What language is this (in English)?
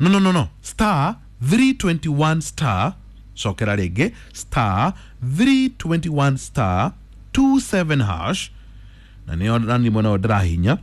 Kikuyu